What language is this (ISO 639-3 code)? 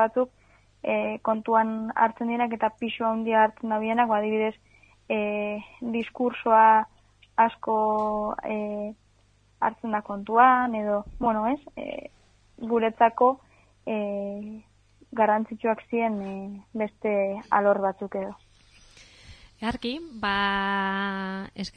eus